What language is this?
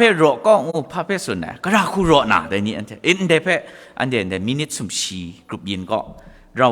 Kachin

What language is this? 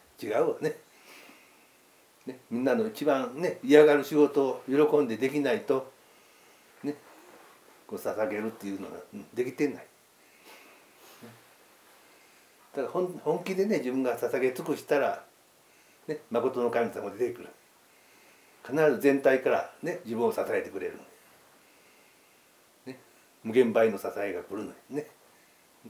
Japanese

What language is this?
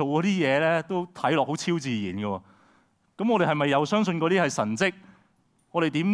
Cantonese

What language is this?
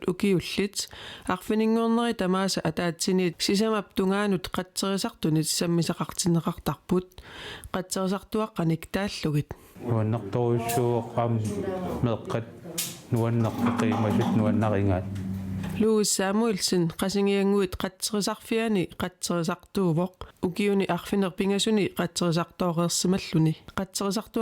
Kalaallisut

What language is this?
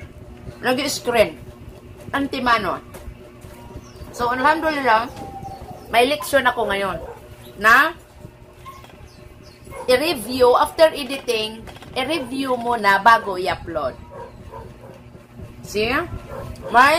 Filipino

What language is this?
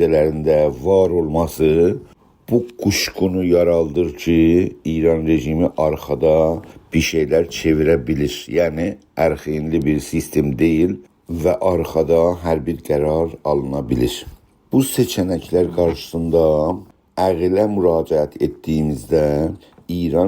South Azerbaijani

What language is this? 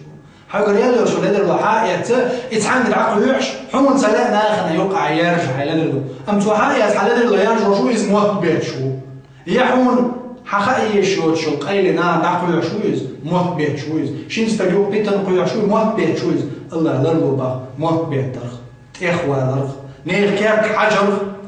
Chechen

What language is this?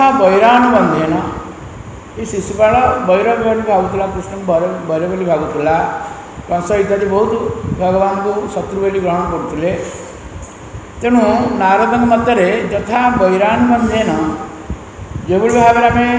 Odia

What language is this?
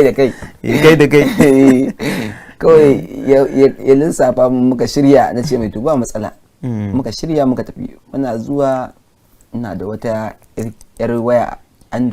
Hausa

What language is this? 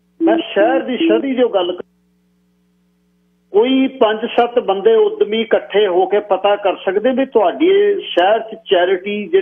Punjabi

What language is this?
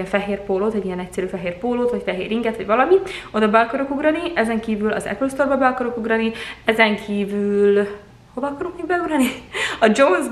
Hungarian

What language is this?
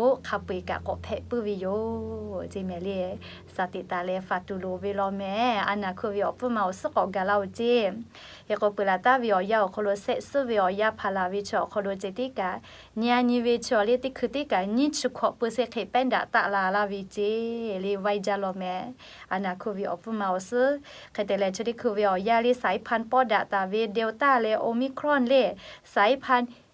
Lahu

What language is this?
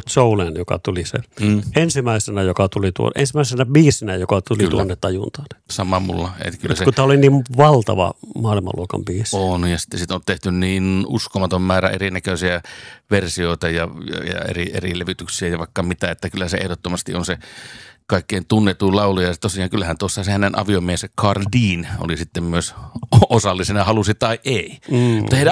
Finnish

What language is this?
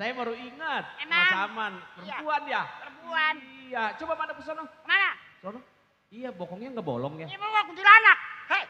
Betawi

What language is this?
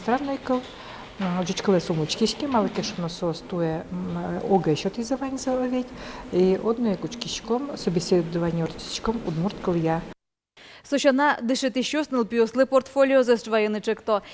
Udmurt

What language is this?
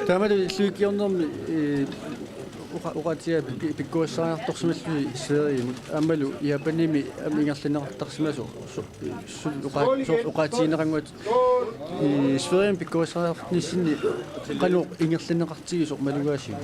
Kalaallisut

